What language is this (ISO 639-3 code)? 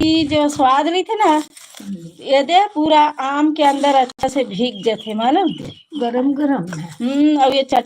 hne